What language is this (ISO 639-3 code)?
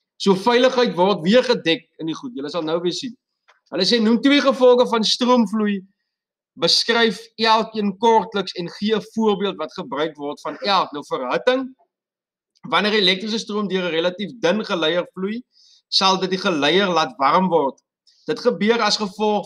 afr